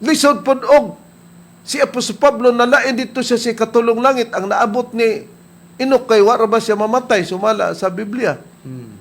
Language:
Cebuano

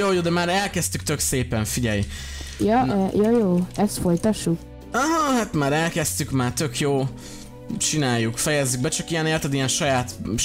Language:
Hungarian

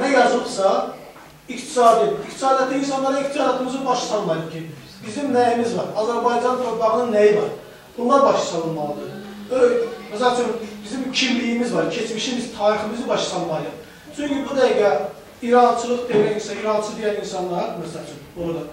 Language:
South Azerbaijani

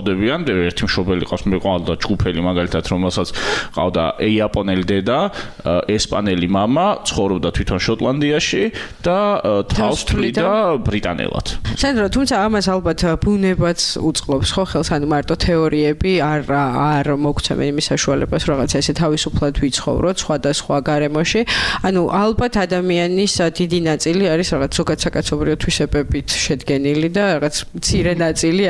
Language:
Georgian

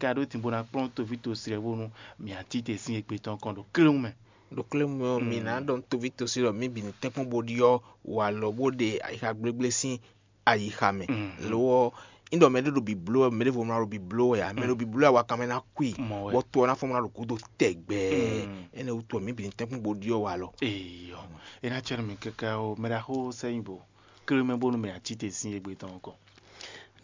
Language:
Fon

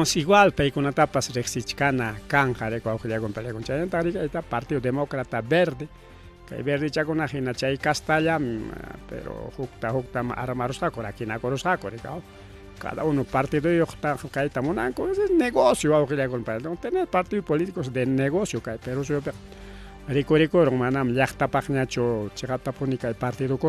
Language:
Ayacucho Quechua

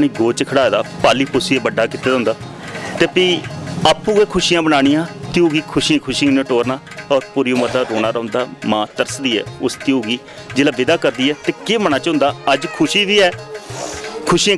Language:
Dogri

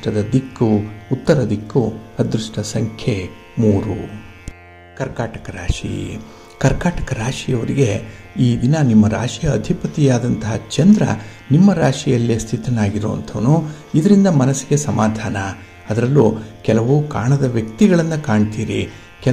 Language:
Kannada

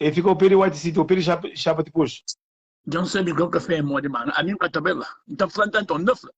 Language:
Kabuverdianu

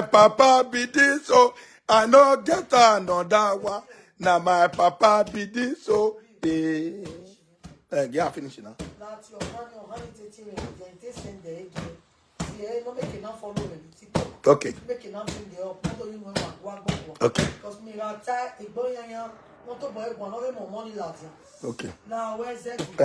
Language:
Nigerian Pidgin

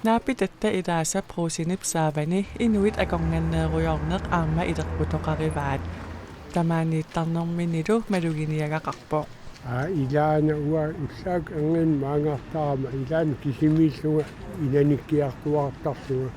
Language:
Kalaallisut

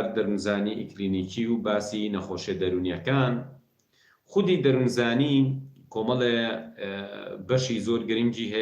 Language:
Central Kurdish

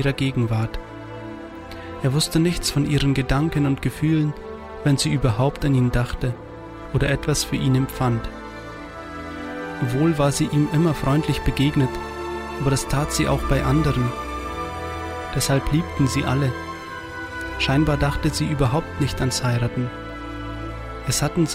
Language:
German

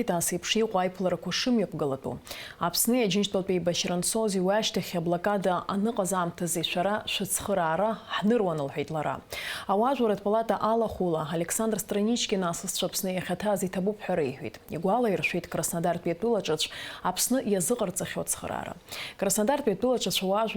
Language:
Abkhazian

